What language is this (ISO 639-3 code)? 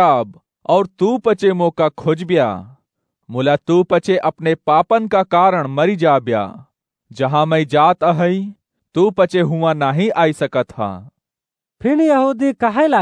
awa